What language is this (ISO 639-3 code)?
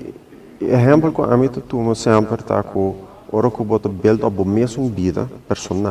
pap